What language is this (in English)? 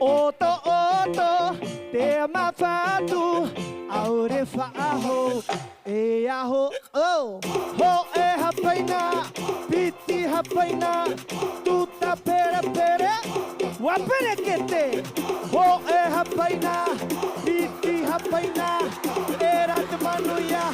Tahitian